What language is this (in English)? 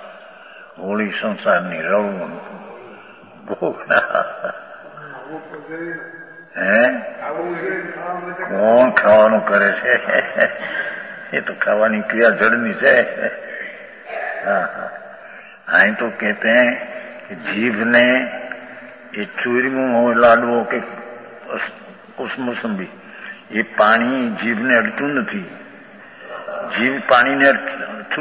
Gujarati